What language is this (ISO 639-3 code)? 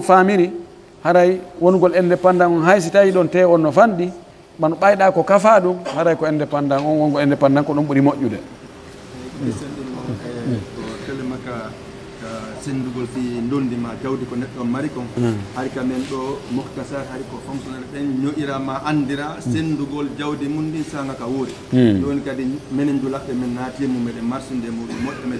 fuf